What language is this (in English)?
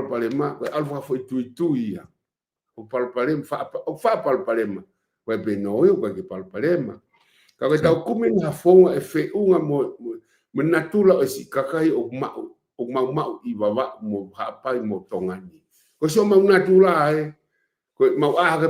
Tongan